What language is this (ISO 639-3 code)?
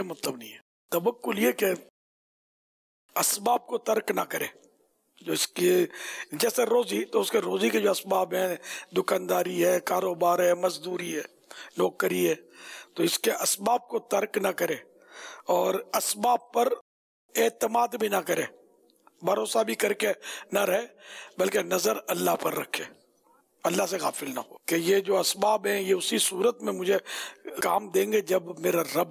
urd